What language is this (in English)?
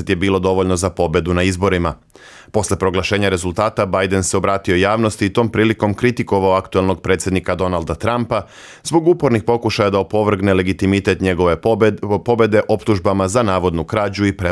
Bosnian